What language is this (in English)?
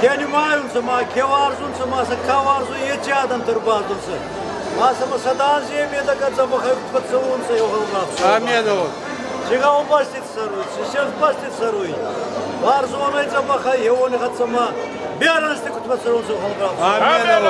Ossetic